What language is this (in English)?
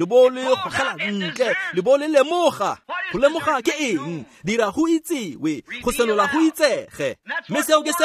Tswana